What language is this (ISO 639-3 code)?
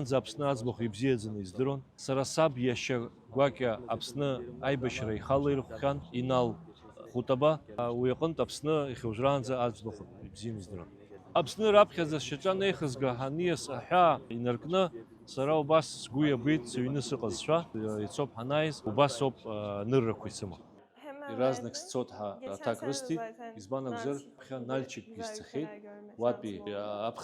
abk